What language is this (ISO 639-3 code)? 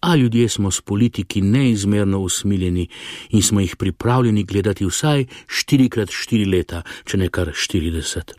slv